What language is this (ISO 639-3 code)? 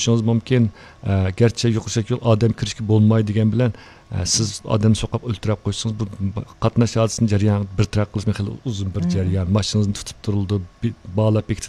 uig